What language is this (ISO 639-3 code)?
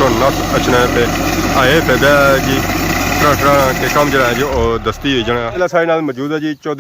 phr